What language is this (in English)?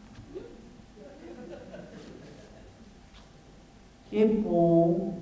Picard